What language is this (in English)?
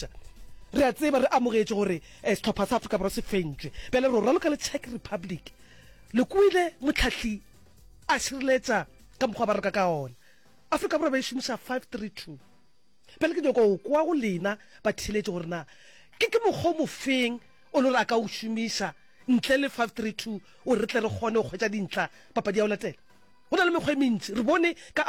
Northern Sotho